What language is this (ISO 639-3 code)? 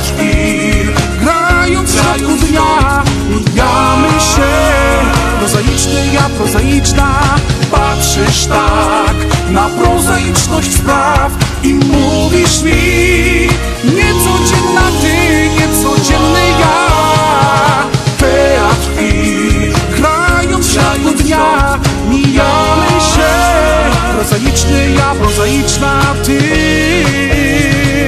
pol